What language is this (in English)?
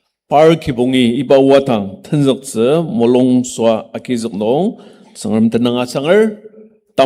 Ao Naga